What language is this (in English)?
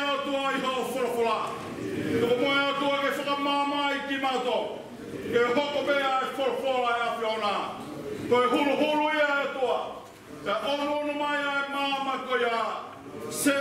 Tongan